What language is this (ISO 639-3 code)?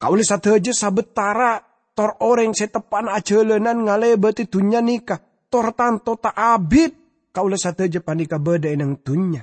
mad